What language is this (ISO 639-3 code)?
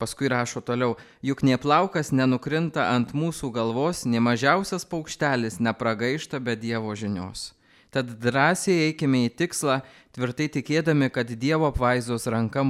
lit